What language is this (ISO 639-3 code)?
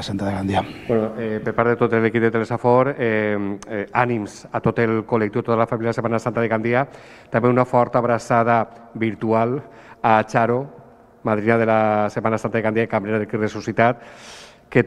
cat